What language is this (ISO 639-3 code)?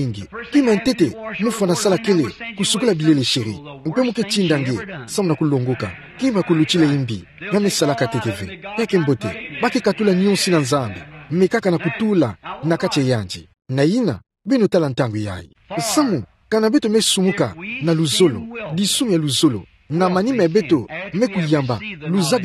ktu